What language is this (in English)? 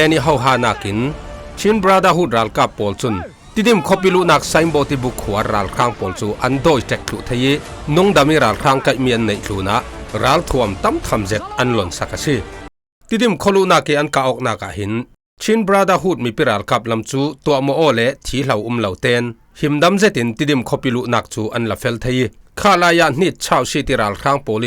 Falam Chin